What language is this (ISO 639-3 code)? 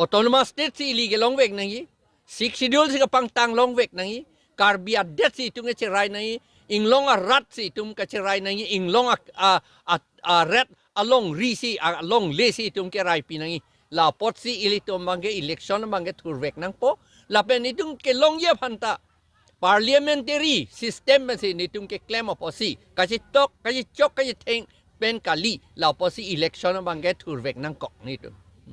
mjw